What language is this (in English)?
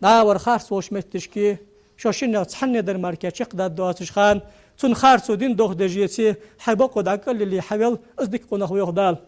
Ingush